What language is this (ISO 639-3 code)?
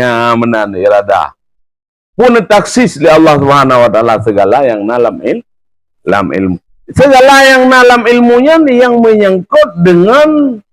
ace